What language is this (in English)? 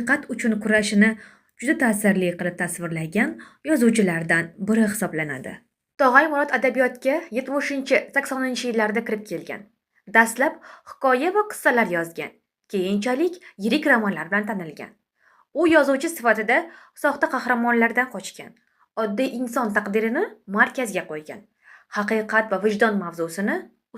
Uzbek